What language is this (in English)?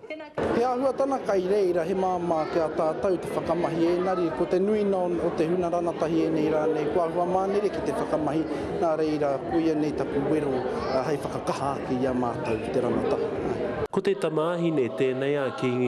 Māori